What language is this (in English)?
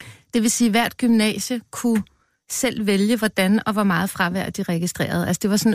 Danish